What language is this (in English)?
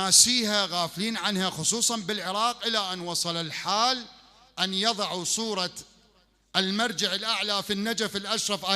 Mesopotamian Arabic